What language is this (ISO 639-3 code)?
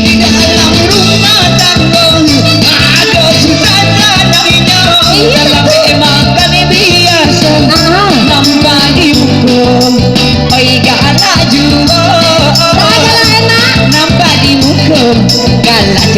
min